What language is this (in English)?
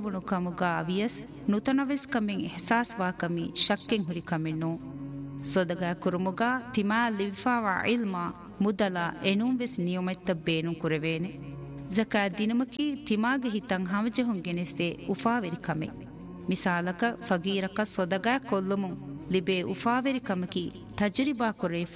Divehi